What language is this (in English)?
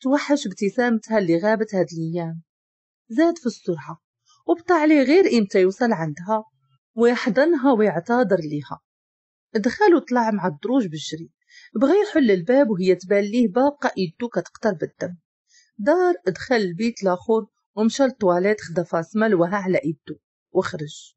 Moroccan Arabic